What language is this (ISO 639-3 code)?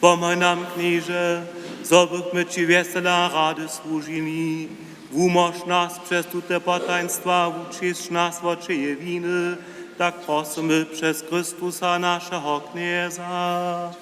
hsb